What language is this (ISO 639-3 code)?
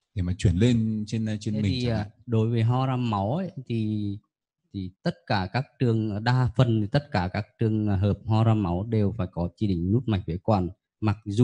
vie